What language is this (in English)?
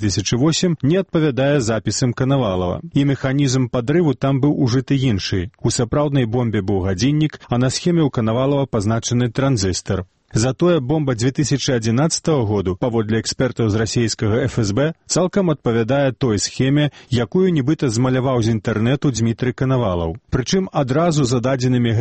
Belarusian